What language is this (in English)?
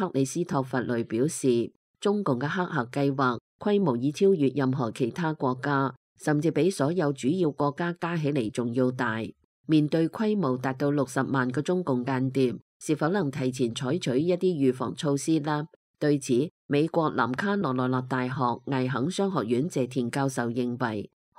Cantonese